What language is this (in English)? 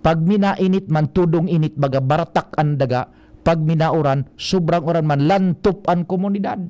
Bikol